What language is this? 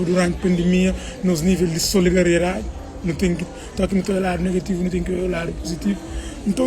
Kabuverdianu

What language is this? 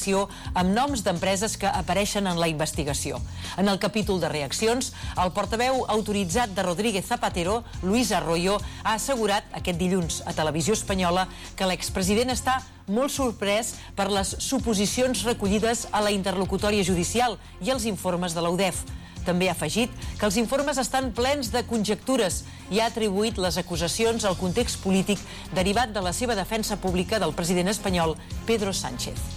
Catalan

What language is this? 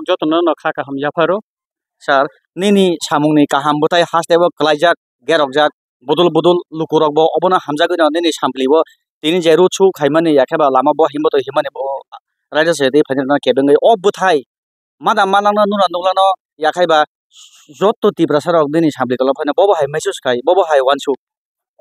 Kok Borok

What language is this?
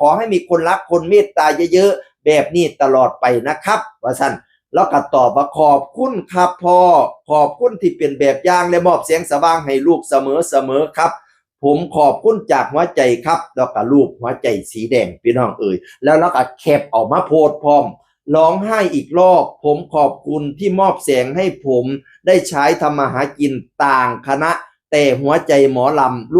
Northeastern Thai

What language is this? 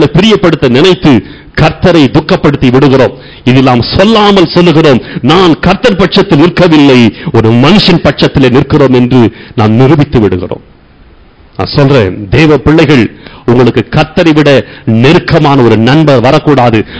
Tamil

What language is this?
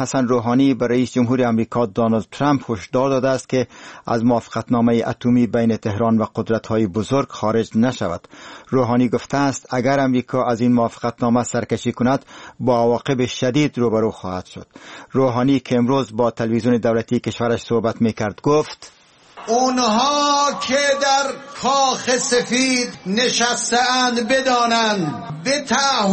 Persian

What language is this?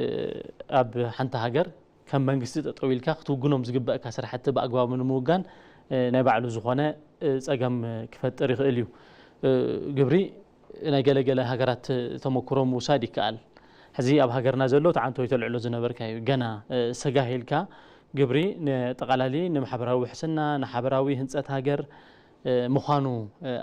Tigrinya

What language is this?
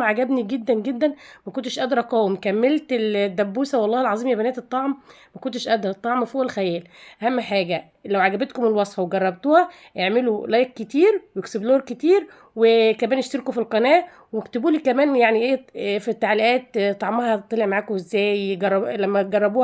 Egyptian Arabic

